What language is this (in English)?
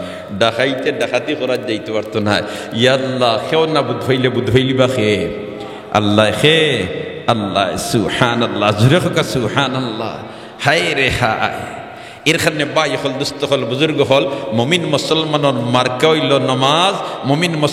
Sylheti